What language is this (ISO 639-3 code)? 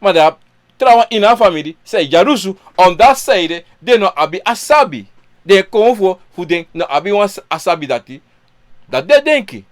srn